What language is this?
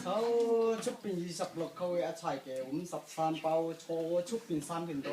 Hakha Chin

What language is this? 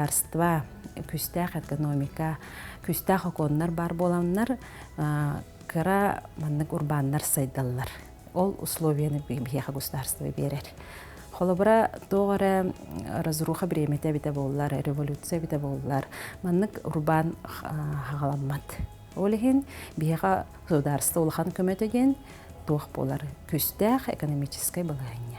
Yakut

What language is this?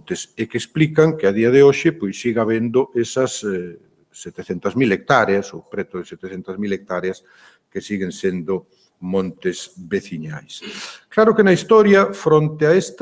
Galician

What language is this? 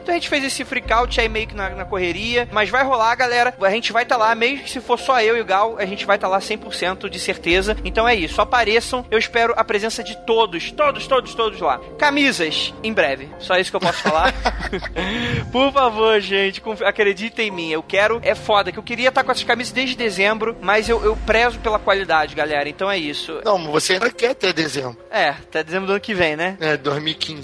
Portuguese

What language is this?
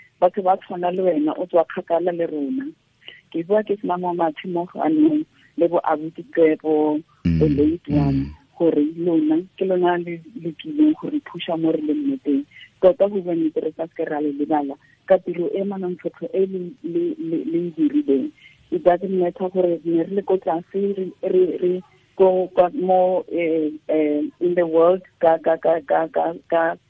Tswana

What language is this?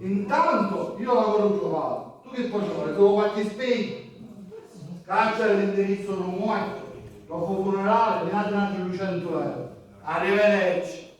Sicilian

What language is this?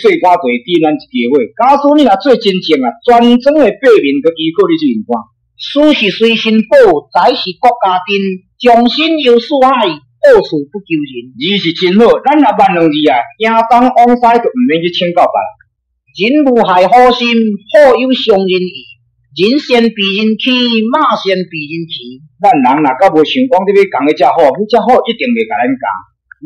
Min Nan Chinese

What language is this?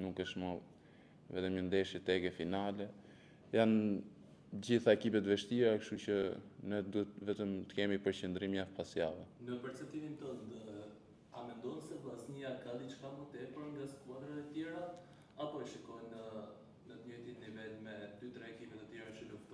Albanian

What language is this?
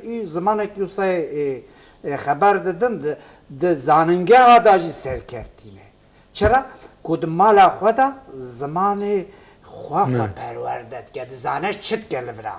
Kurdish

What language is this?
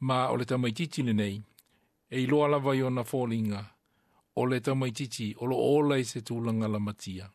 Samoan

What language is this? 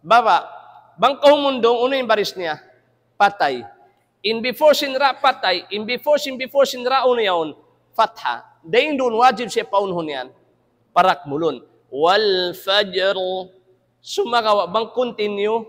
Tausug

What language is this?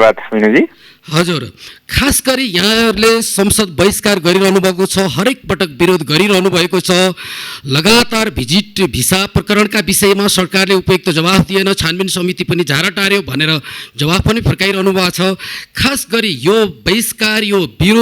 Nepali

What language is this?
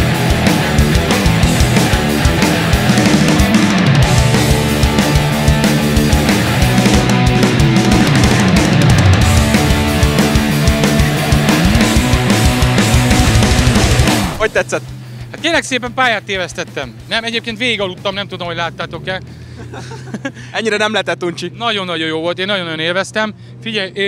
Hungarian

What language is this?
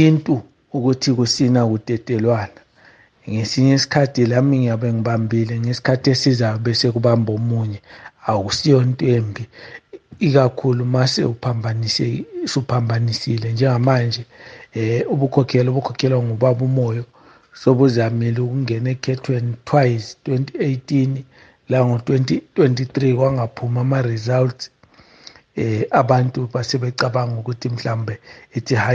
North Ndebele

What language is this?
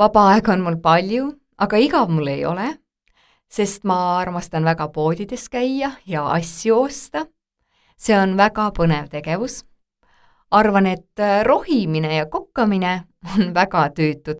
Estonian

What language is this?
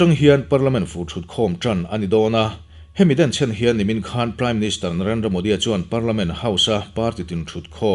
Mizo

